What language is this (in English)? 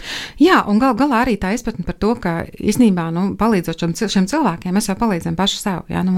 Latvian